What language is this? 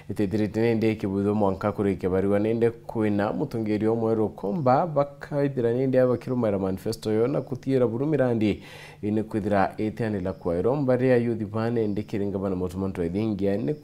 Meru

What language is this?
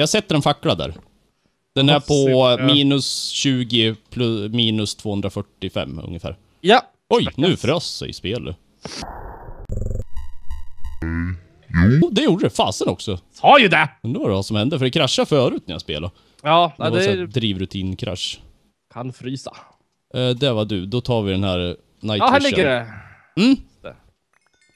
Swedish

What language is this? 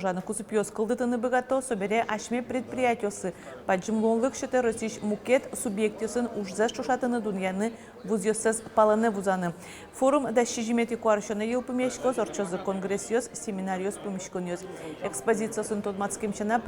Udmurt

